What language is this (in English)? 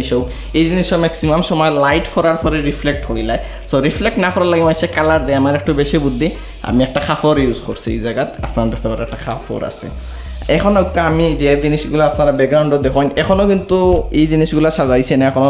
Sylheti